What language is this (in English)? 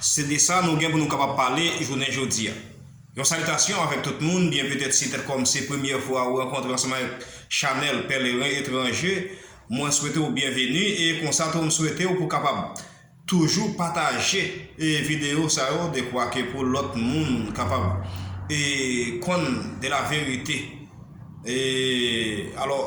Haitian Creole